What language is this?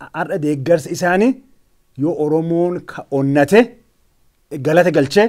Oromo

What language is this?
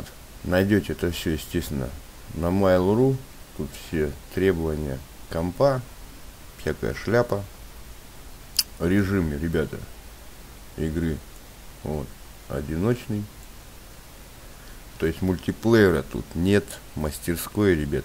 Russian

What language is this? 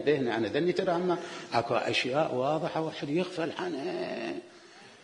Mesopotamian Arabic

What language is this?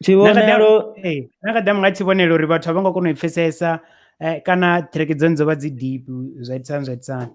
Venda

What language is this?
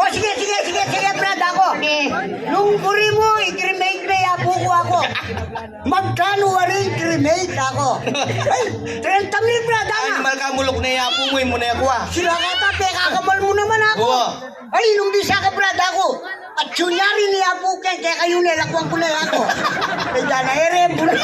Pampanga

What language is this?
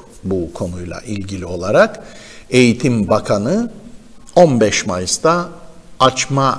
Turkish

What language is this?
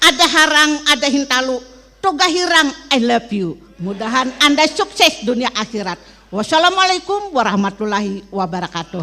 Banjar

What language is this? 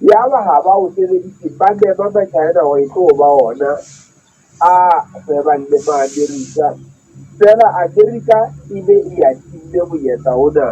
Southern Sotho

